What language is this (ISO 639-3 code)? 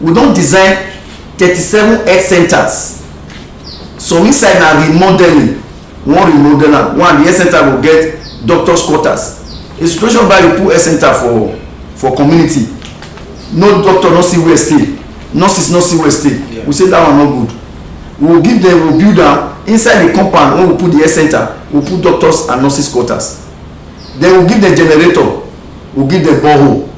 pcm